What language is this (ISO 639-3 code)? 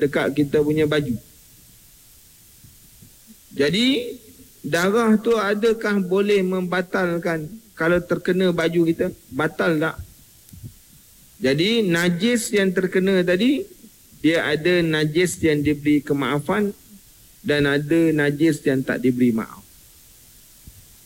msa